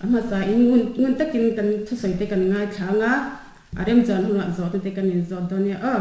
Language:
Mizo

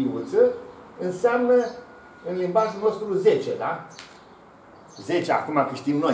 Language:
Romanian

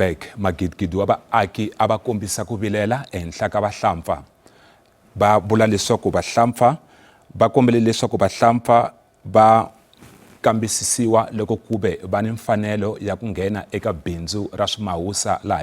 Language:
Tsonga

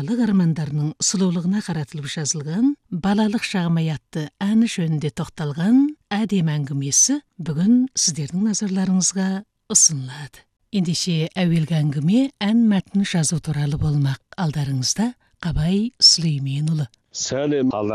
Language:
Kazakh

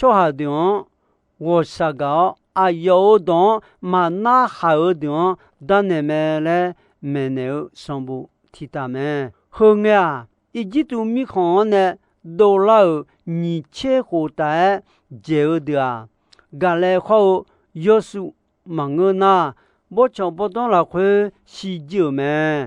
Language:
Akha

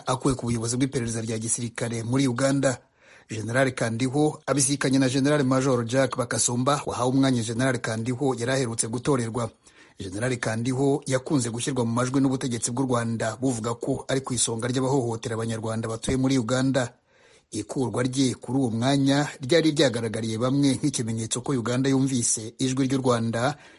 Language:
Kinyarwanda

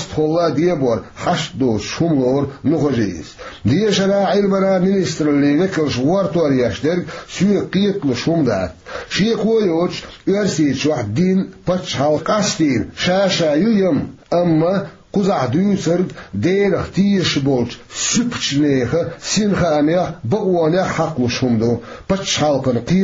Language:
Chechen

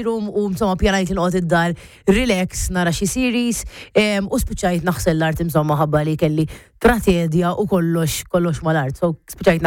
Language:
Maltese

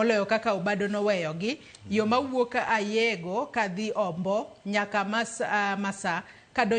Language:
Luo (Kenya and Tanzania)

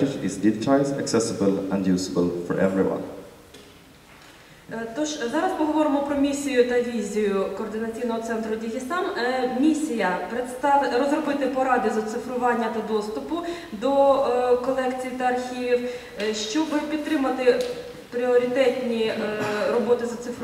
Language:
Ukrainian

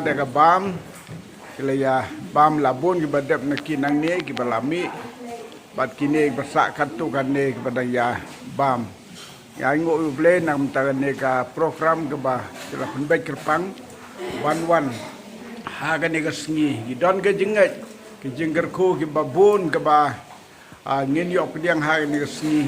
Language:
Khasi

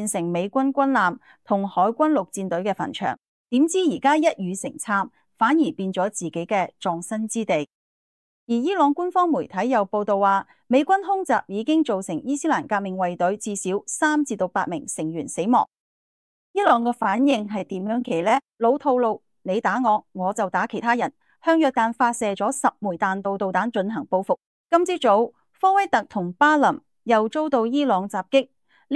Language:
Cantonese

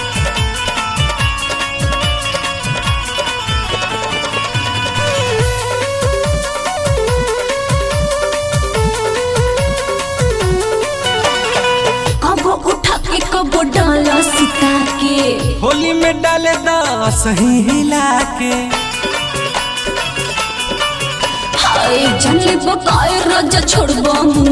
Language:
Bhojpuri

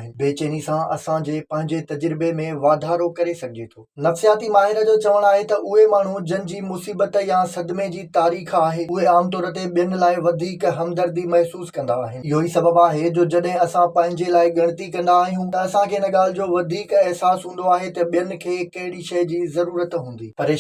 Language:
Sindhi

